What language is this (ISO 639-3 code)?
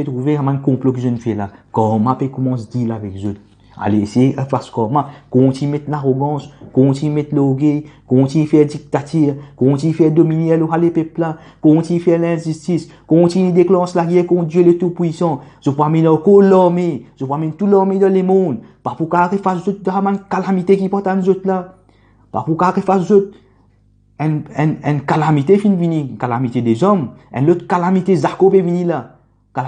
mfe